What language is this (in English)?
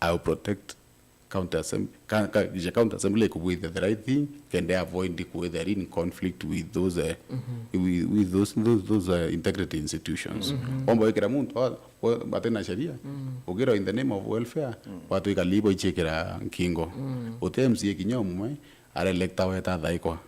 Meru